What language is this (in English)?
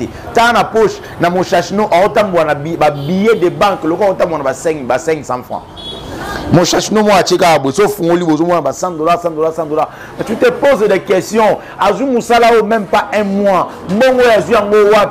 Lingala